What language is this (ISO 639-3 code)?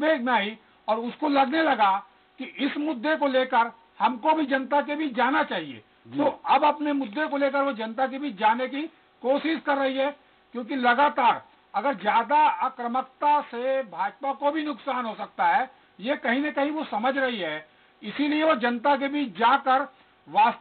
hin